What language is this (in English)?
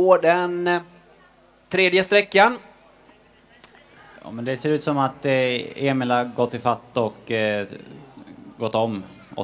Swedish